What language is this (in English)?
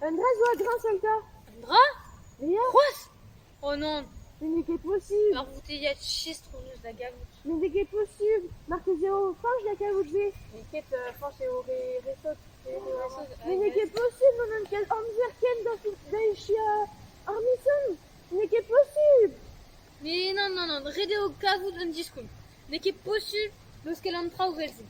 Breton